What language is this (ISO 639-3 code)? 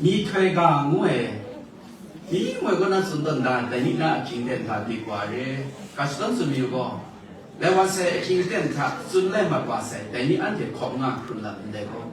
kac